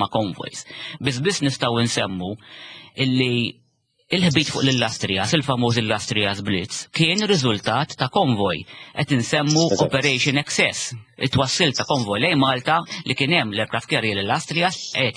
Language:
Maltese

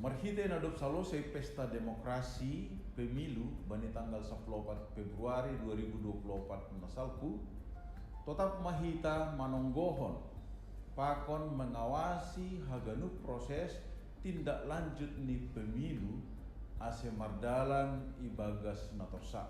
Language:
Batak Simalungun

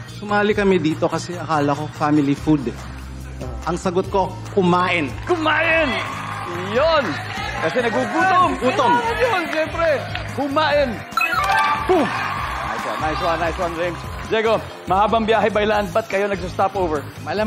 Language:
Filipino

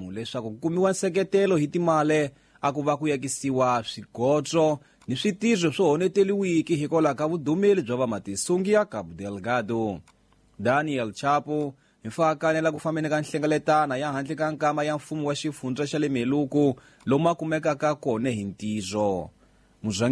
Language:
Tsonga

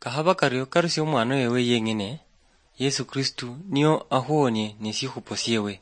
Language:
Luyia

